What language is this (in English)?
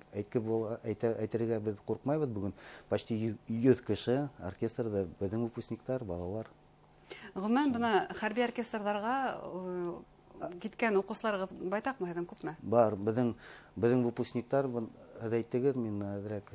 Bashkir